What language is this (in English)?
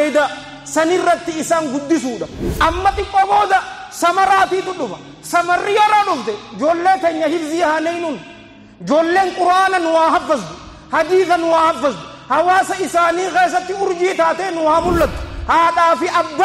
Oromo